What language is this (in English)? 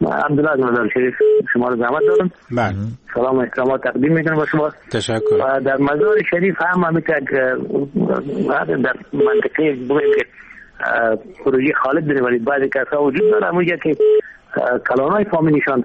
Persian